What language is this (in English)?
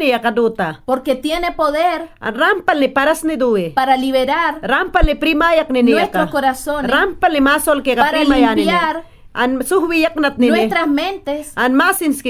Mayangna